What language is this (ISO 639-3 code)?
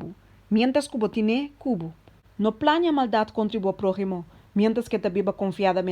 pap